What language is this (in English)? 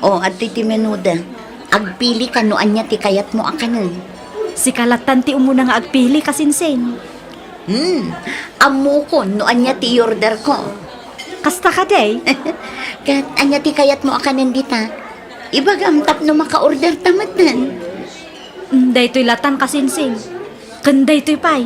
Iloko